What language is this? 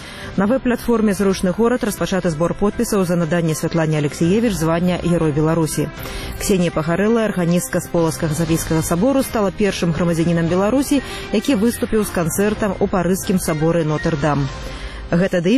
Belarusian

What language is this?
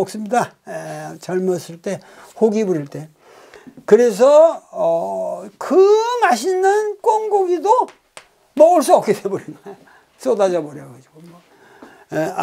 Korean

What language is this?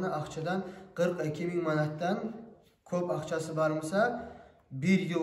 Kumyk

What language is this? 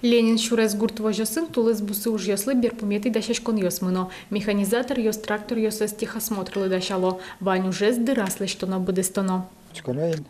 Udmurt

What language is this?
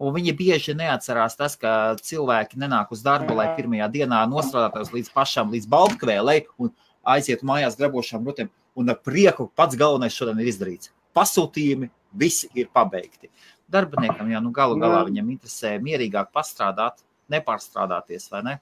Latvian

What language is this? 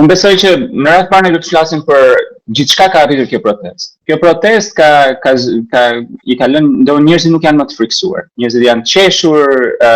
Albanian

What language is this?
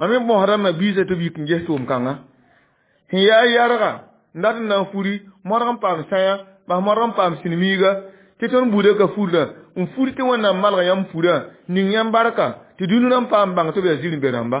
Mossi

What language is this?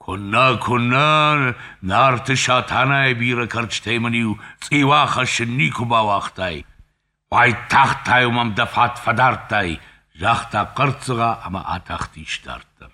Ossetic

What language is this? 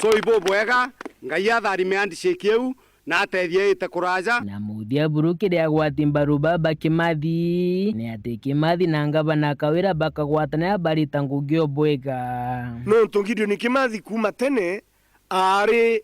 Meru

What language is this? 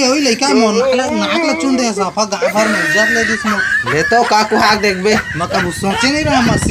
Chhattisgarhi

